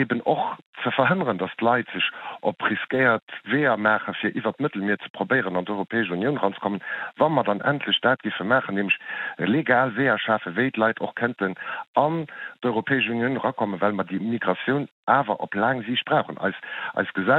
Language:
Luxembourgish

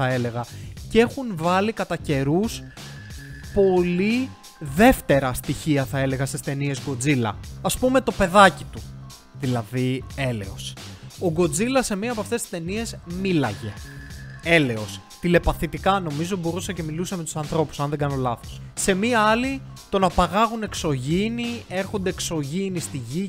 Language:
Greek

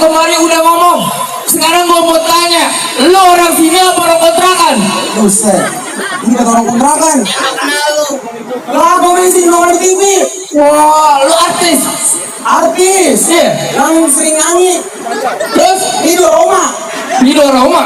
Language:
Betawi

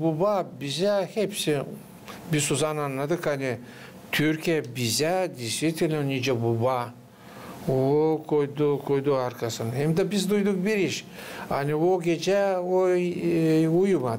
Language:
Gagauz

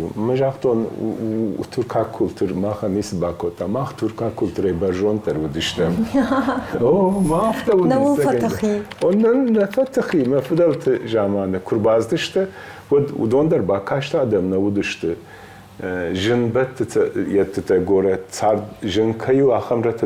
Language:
Ossetic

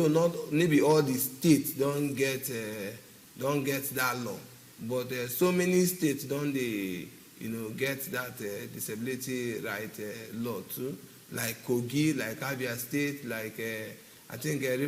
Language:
Nigerian Pidgin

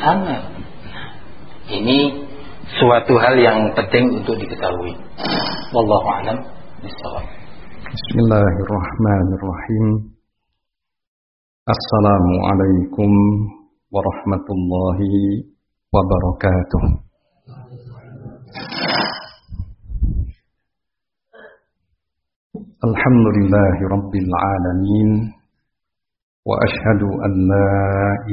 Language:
Indonesian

